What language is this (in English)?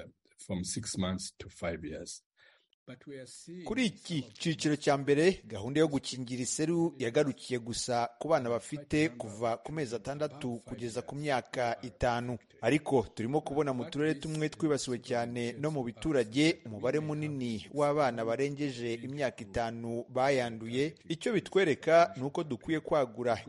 Kinyarwanda